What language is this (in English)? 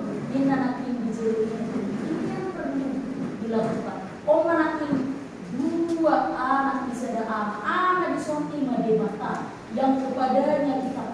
Batak Toba